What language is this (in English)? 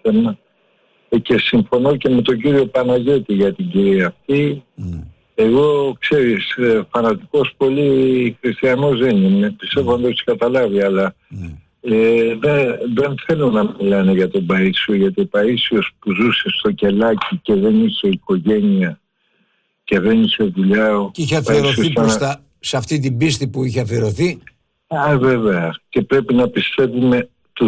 Greek